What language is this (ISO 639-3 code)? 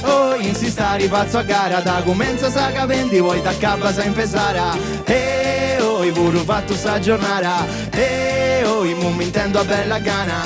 srd